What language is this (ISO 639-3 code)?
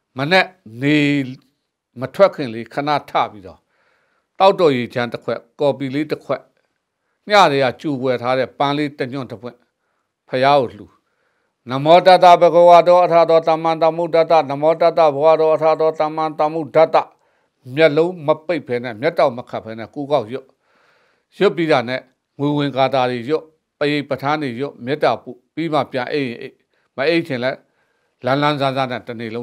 mya